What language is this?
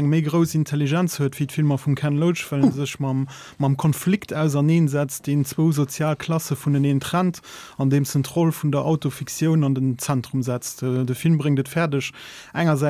Luxembourgish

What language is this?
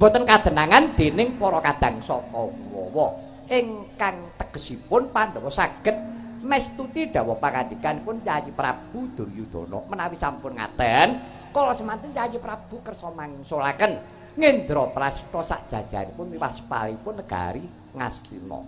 Javanese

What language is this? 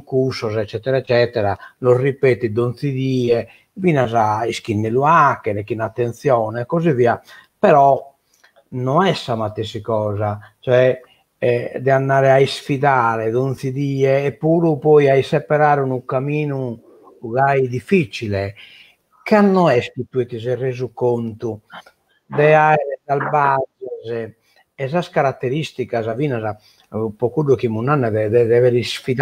Sardinian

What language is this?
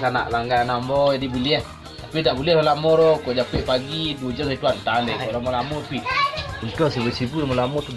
Minangkabau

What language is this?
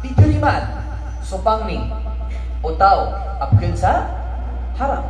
Maranao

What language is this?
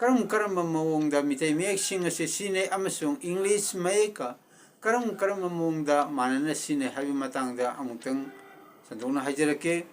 Manipuri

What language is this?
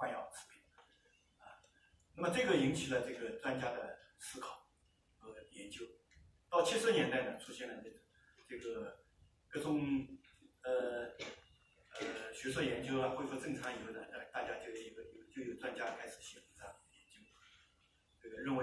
Chinese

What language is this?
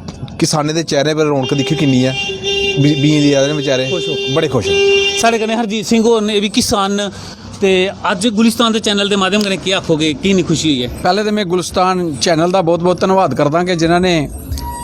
Dogri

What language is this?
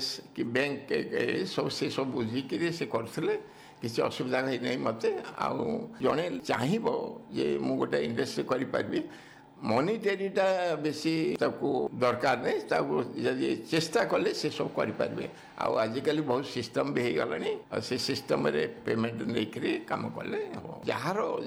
Odia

